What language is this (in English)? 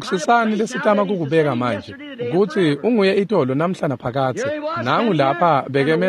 Swati